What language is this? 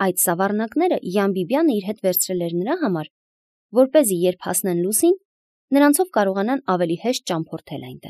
Armenian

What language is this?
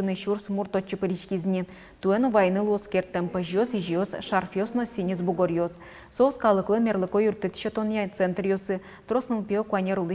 Udmurt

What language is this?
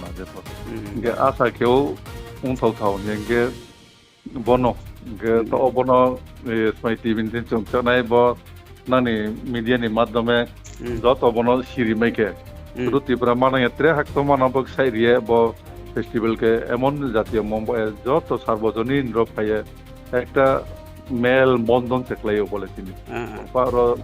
Riang (India)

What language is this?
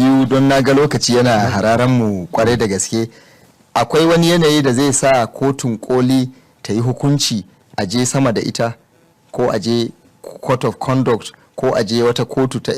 Hausa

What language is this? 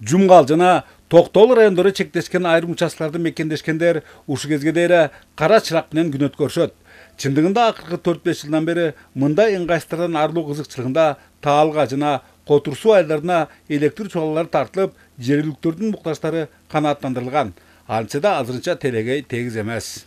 Kyrgyz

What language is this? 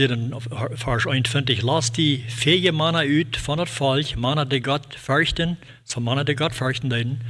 Plautdietsch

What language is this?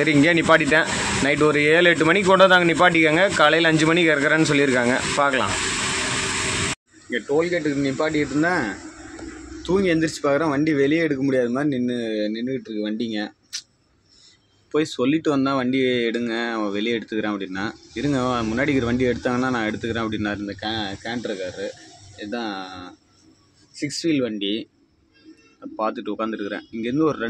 Tamil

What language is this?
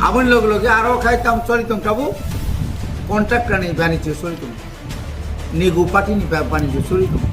Kok Borok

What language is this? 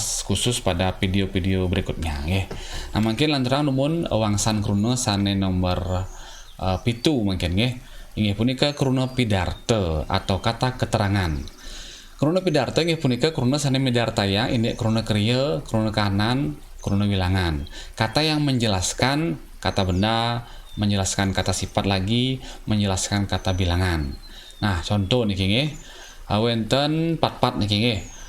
Balinese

